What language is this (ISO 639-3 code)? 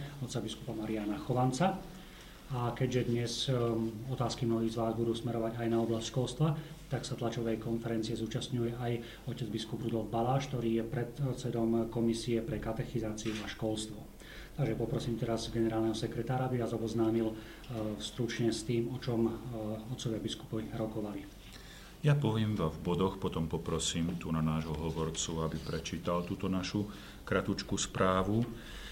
slk